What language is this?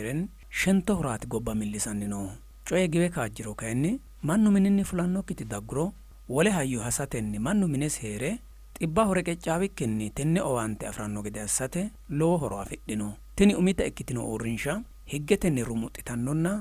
Sidamo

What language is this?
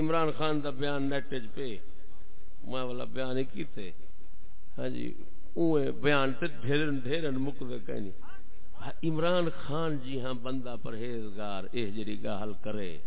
Saraiki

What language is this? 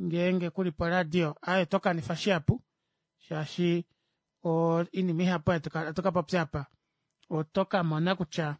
Kuanyama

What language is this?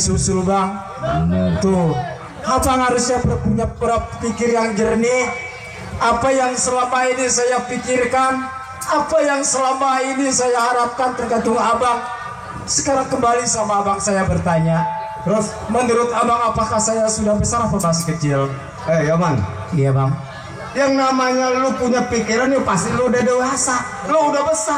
Betawi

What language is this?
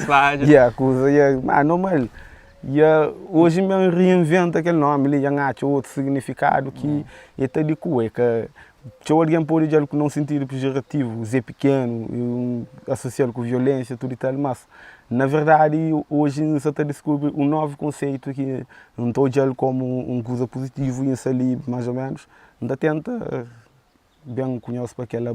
Kabuverdianu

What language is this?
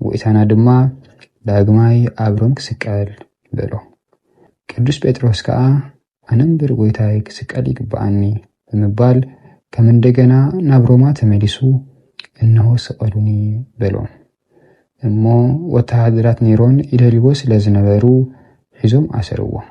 Tigrinya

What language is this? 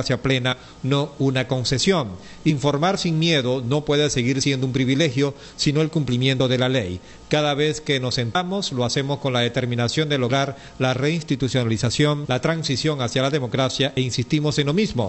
Spanish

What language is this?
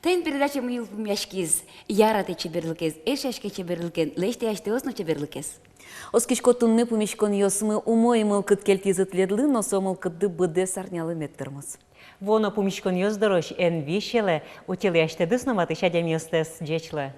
Udmurt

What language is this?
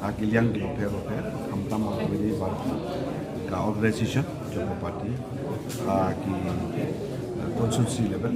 Khasi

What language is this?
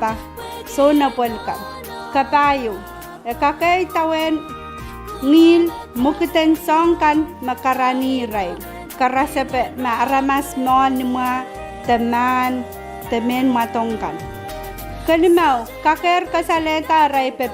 Pohnpeian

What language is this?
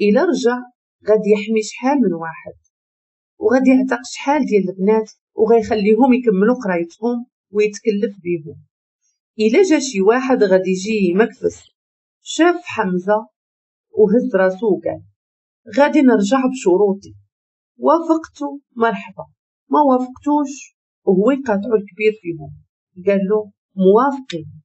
Moroccan Arabic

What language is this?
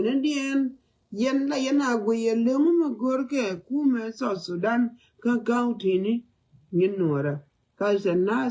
Nuer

